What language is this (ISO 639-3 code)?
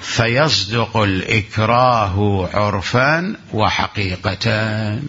acm